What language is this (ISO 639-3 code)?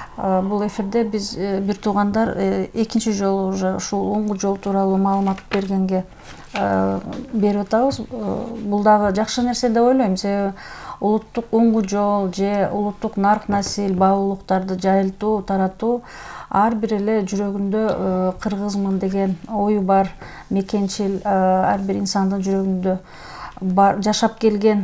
kir